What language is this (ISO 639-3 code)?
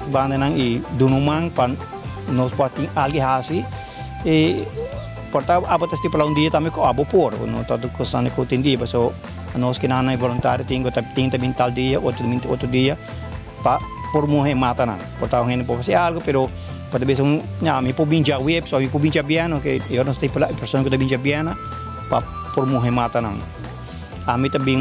pap